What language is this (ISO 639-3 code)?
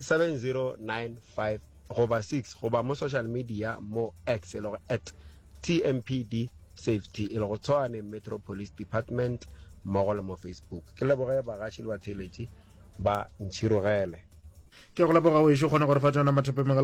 nso